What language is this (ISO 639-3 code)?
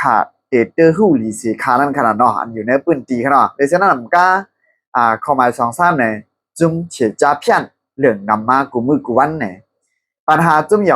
shn